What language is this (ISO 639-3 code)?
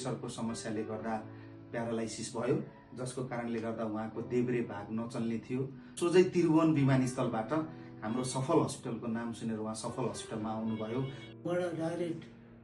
nep